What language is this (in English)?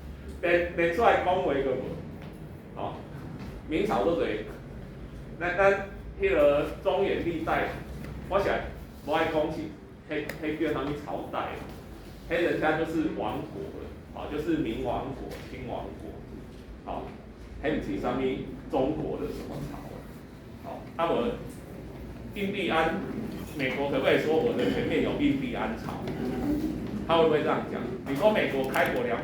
Min Nan Chinese